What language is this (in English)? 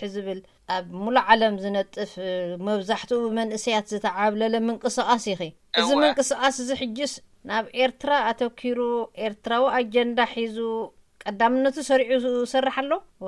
Tigrinya